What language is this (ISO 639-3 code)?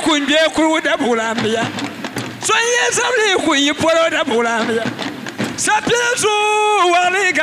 dag